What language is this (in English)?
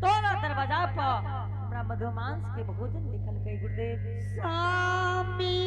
Angika